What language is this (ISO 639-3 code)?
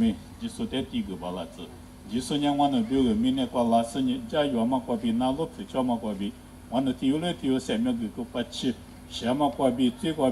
lis